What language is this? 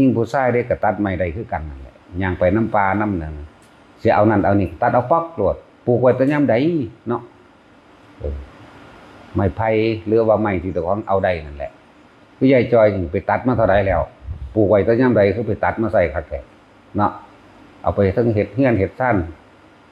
Northeastern Thai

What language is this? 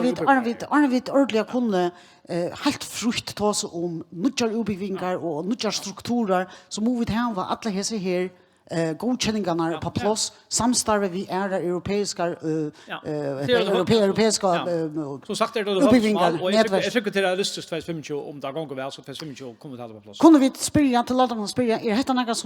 Faroese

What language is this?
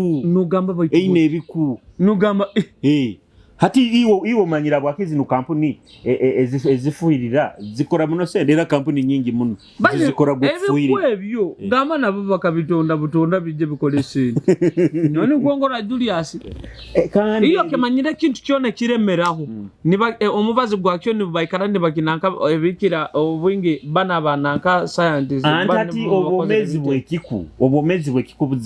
Nyoro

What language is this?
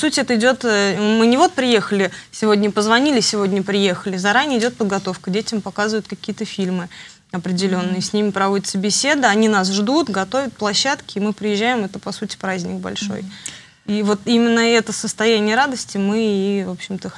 Russian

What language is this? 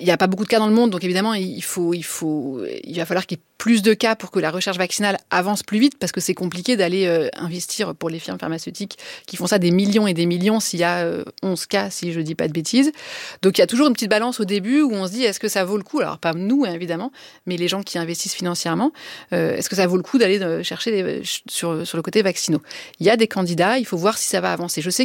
French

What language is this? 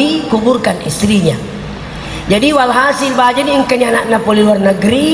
Buginese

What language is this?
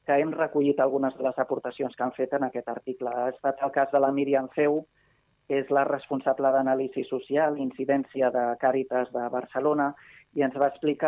Catalan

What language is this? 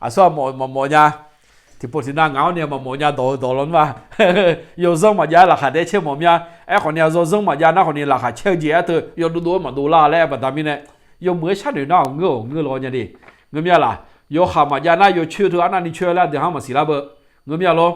Akha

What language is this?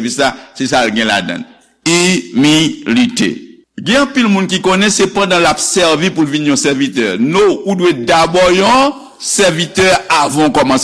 Haitian Creole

